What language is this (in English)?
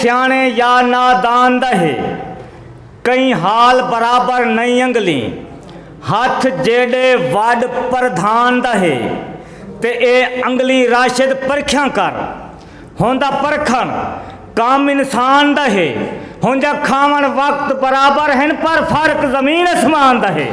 Saraiki